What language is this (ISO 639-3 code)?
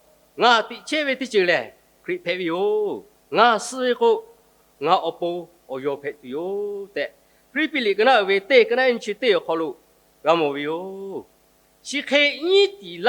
lhu